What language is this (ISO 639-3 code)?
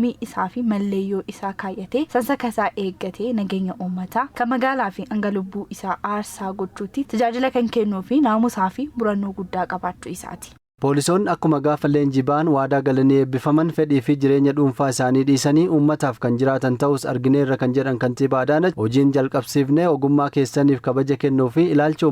orm